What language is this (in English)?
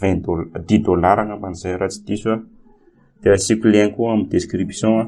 Malagasy